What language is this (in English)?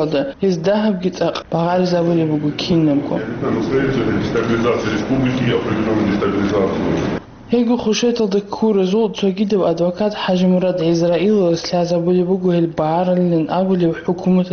Avaric